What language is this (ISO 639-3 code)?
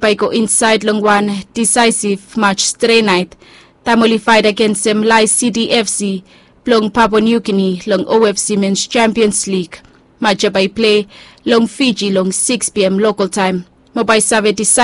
bis